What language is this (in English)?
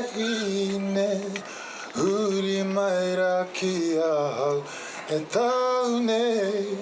Māori